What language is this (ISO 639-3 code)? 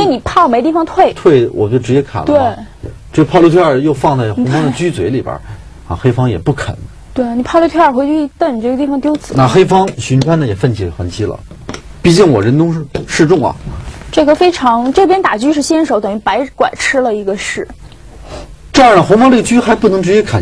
zho